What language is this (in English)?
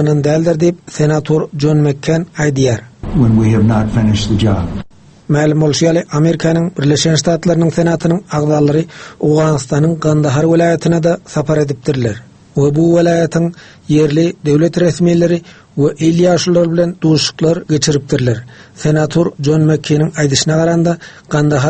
Turkmen